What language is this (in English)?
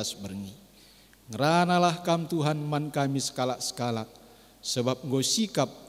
Batak Karo